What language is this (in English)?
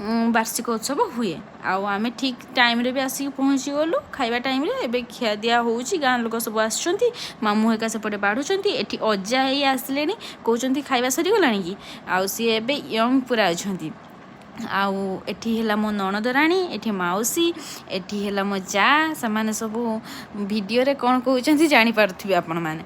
Odia